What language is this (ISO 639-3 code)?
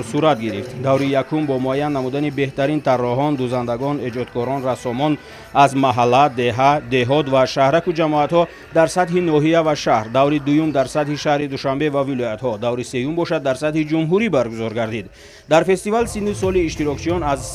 tgk